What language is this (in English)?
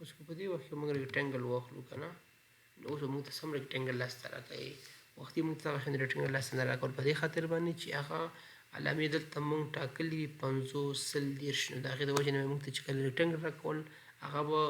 Pashto